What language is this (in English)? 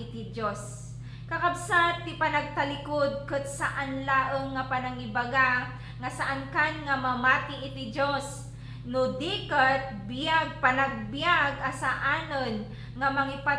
Iloko